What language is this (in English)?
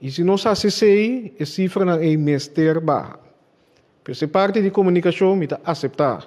Papiamento